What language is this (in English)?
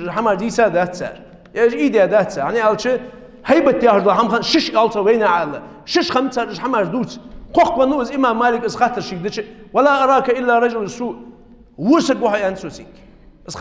Ingush